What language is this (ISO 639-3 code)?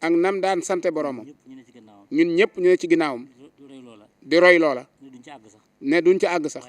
wol